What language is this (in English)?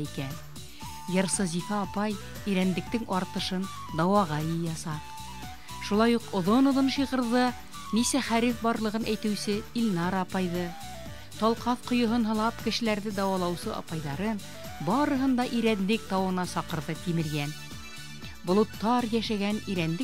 Bashkir